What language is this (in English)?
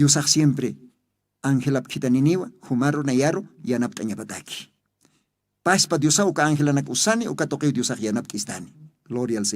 Aymara